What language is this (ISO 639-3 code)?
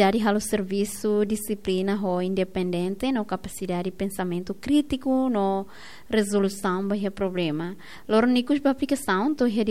tet